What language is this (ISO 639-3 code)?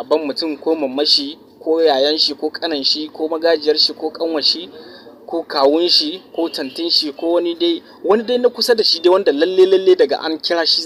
hau